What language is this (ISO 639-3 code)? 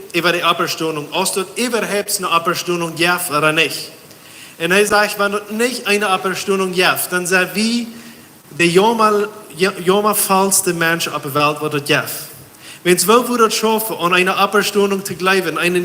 pdt